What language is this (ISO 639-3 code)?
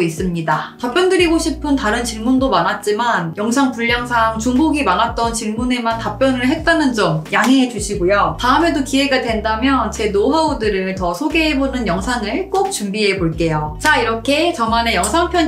kor